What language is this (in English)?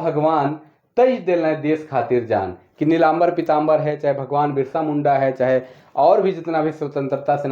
Sadri